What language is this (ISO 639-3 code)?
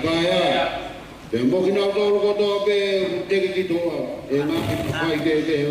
ton